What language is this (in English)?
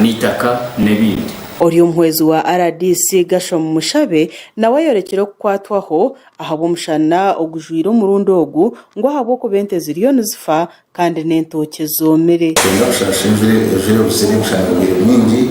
Nyankole